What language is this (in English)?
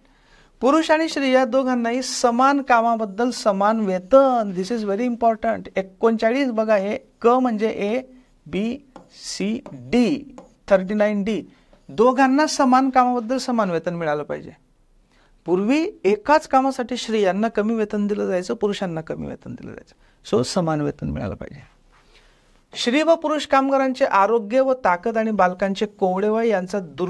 Marathi